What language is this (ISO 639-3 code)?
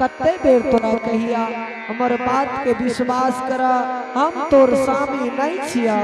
anp